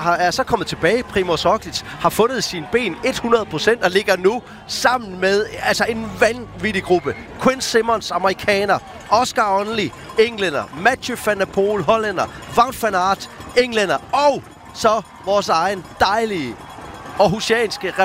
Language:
Danish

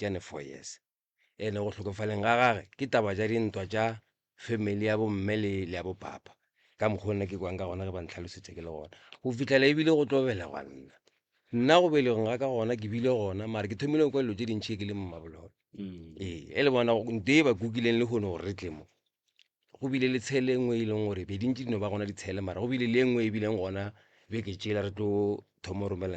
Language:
Northern Sotho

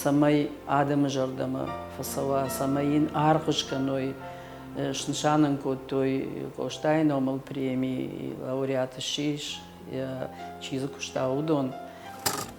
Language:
Ossetic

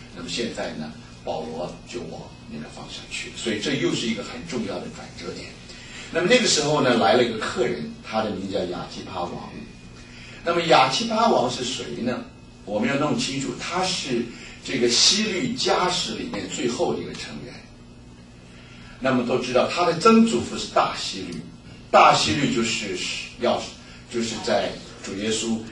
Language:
Chinese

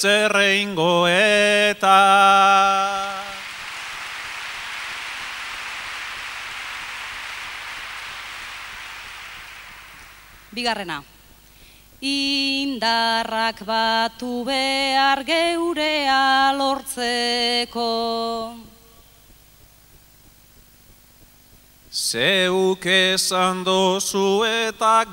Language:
Basque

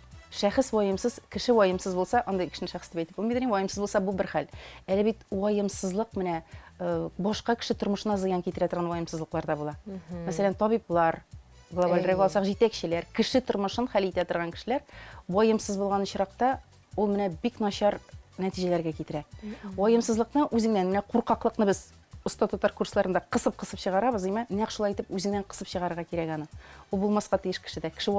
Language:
Tatar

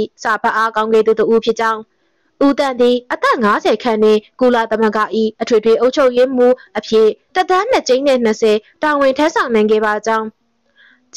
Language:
Burmese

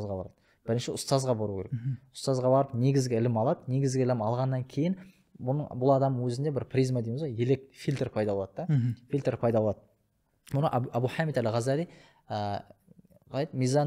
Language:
Kazakh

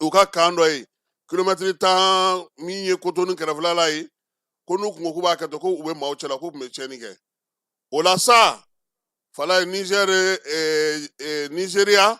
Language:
Bambara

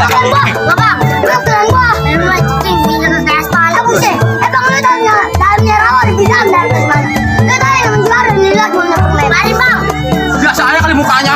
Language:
Betawi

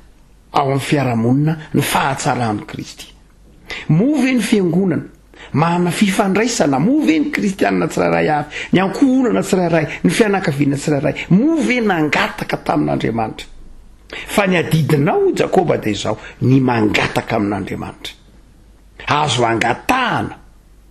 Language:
Malagasy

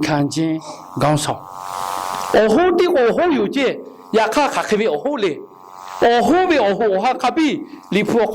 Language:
Lahu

